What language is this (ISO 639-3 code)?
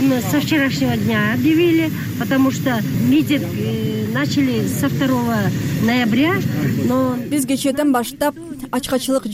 kir